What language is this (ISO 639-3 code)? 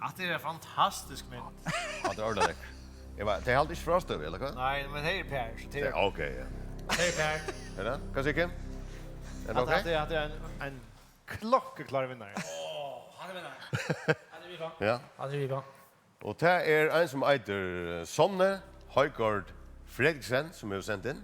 fao